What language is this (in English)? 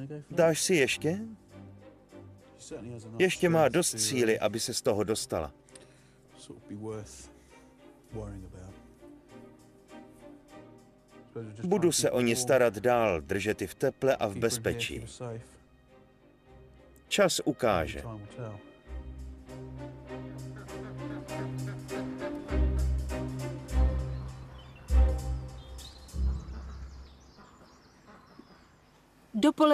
Czech